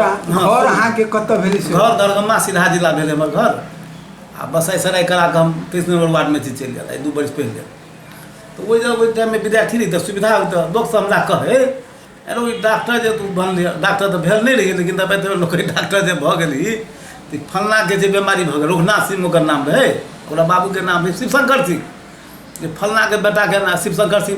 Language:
Maithili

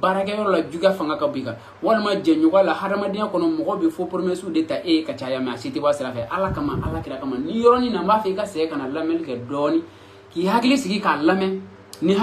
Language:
Bambara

